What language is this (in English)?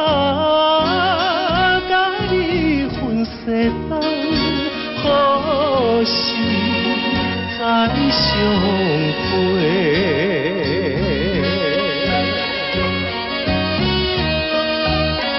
Chinese